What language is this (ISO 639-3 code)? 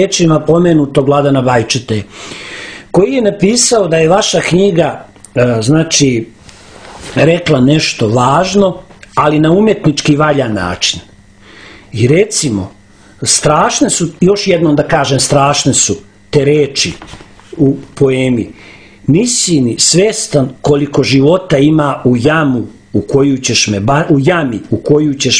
srp